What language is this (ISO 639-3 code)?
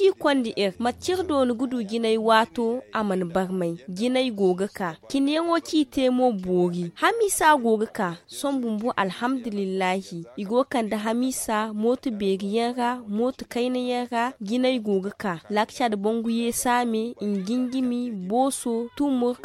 dje